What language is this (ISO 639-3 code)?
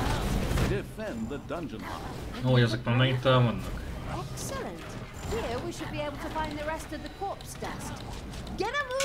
hun